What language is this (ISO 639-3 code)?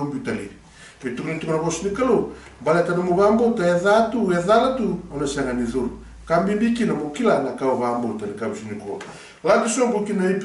fij